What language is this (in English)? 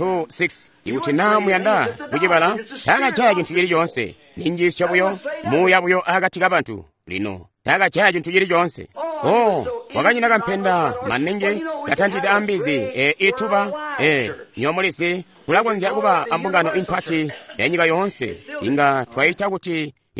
Tonga (Zambia)